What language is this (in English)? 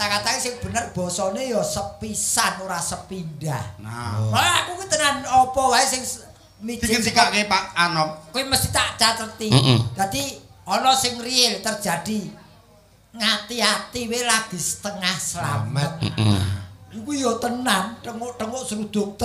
Javanese